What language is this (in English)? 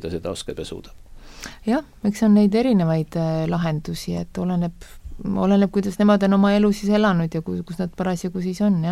Estonian